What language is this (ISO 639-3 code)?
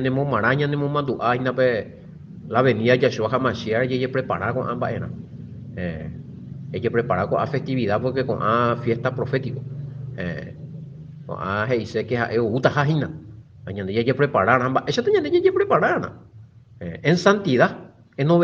grn